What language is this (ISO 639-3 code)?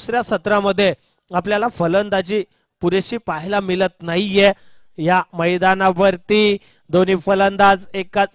mar